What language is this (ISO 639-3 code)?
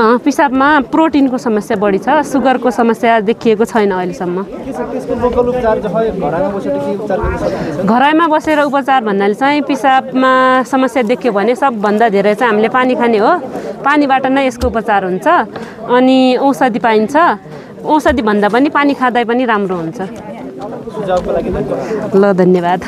nep